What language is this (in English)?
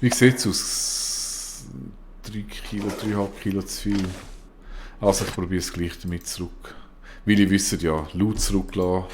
Swiss German